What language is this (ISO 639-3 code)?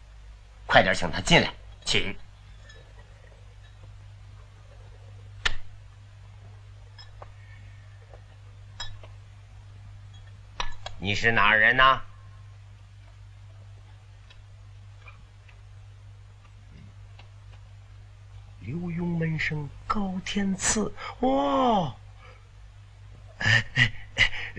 zho